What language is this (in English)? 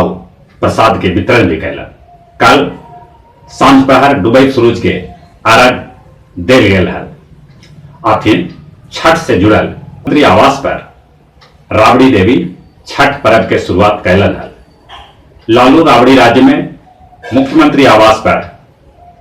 Magahi